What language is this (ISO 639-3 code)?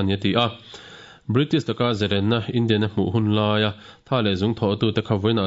lus